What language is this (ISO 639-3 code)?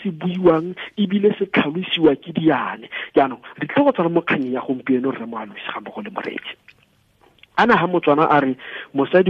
tsn